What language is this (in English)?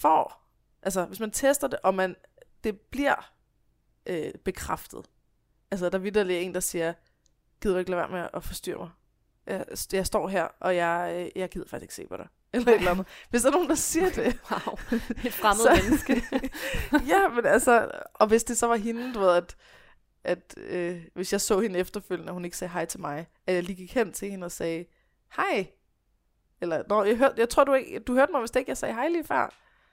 Danish